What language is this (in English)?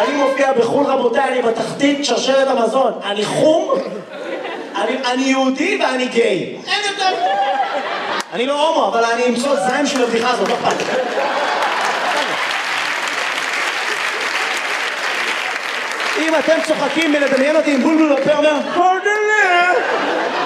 Hebrew